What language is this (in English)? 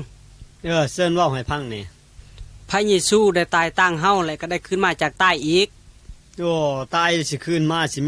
Lao